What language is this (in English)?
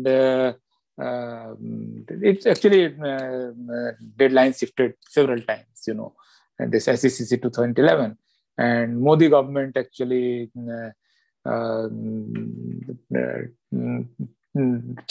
English